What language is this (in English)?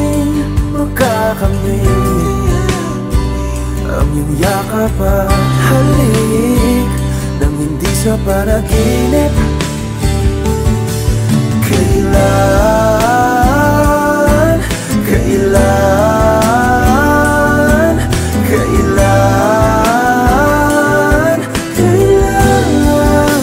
Filipino